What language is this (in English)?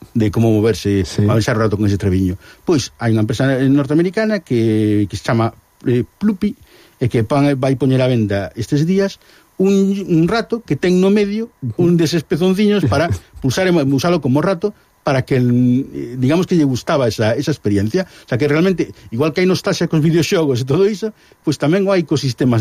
Galician